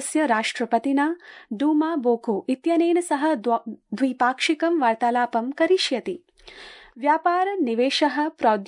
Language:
Sanskrit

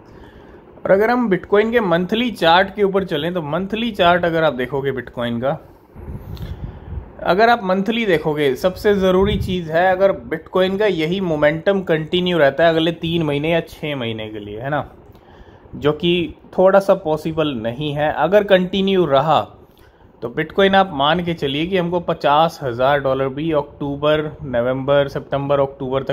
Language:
Hindi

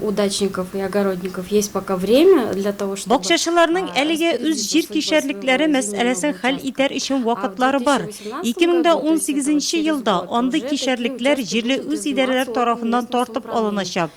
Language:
Tatar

